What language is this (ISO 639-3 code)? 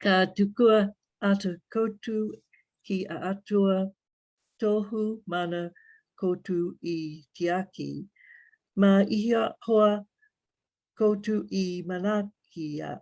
mri